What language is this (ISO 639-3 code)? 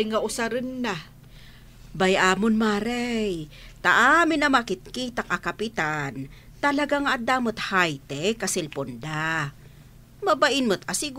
ilo